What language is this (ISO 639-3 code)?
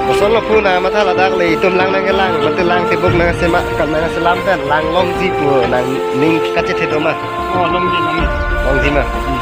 mjw